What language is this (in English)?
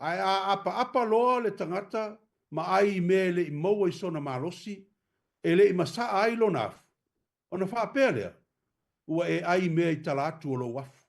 Samoan